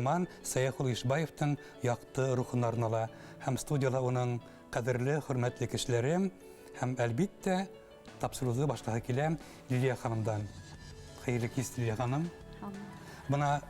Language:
Bashkir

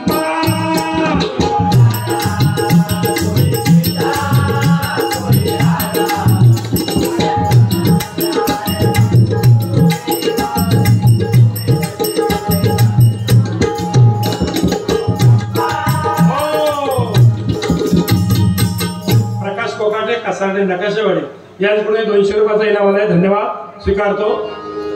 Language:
Marathi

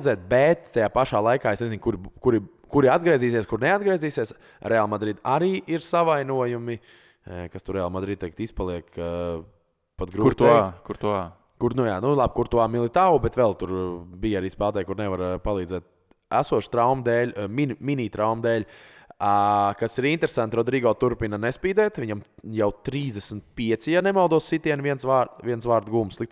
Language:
Latvian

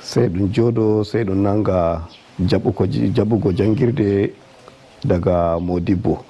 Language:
Nigerian Fulfulde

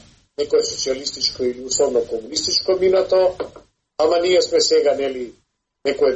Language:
Macedonian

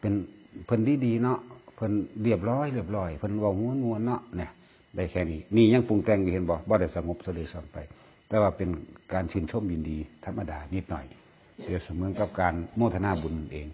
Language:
Northeastern Thai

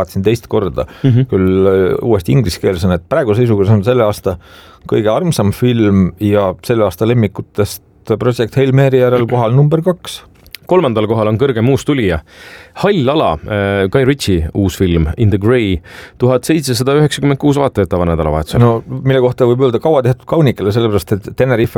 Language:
Estonian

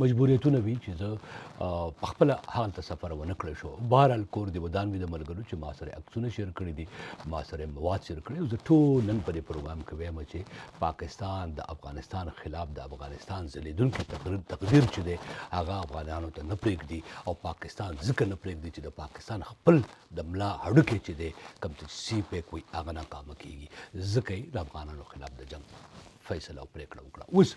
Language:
Pashto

